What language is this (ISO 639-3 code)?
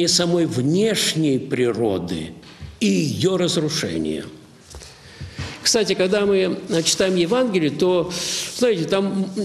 rus